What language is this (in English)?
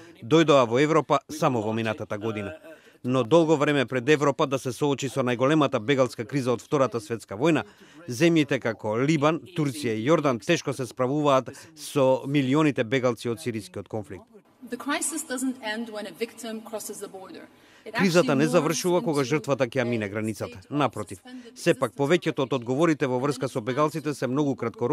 Macedonian